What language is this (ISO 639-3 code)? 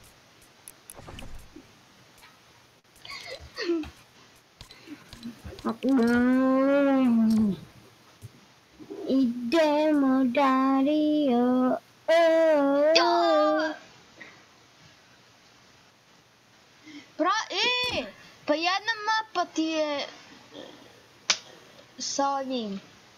hrv